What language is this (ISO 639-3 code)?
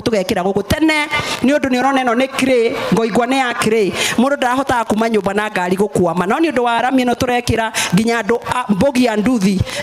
kik